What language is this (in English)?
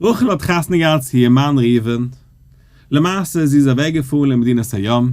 Yiddish